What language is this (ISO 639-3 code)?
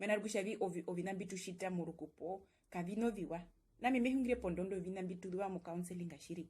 her